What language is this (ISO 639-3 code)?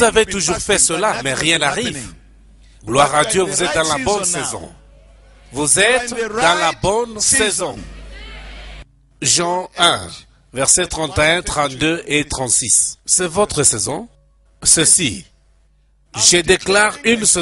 fra